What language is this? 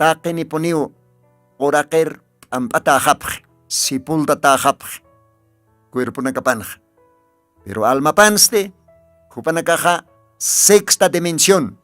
Aymara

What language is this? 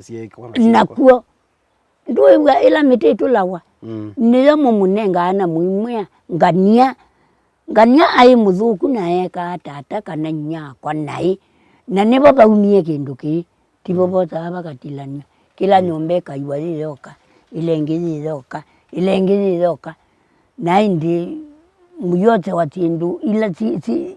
Kamba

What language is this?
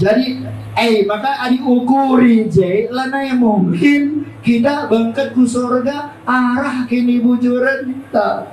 Batak Karo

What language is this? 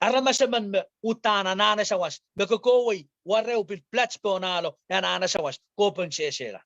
Pohnpeian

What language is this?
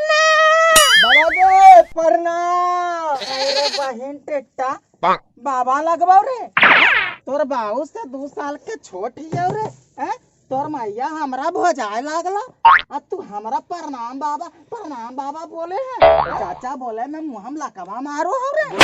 Magahi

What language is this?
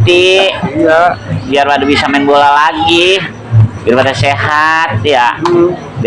Betawi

